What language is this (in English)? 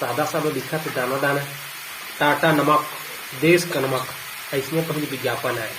Chhattisgarhi